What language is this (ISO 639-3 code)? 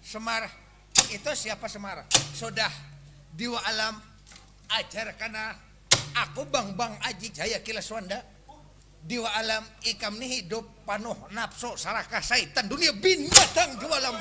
bjn